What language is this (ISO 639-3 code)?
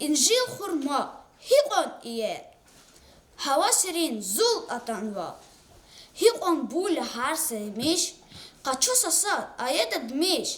lez